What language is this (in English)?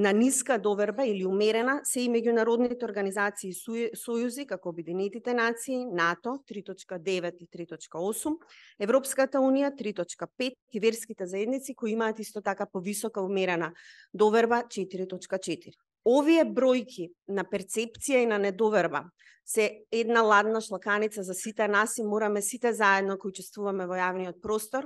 Macedonian